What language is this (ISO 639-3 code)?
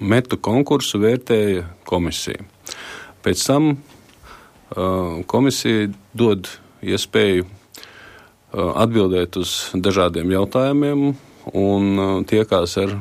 lav